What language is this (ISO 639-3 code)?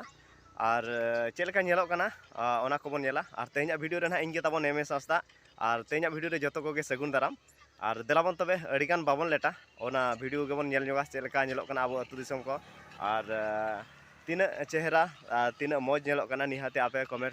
sat